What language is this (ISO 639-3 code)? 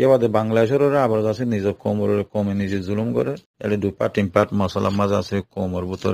rhg